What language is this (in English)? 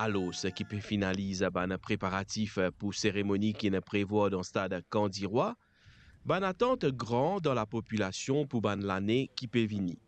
Morisyen